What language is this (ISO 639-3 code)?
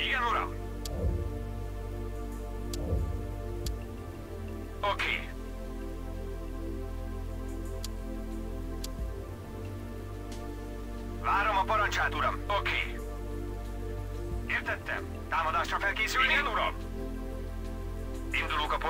hun